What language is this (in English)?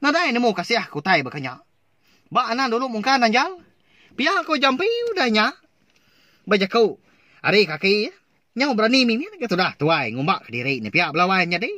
Iban